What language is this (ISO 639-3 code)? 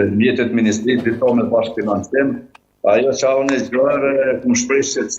sqi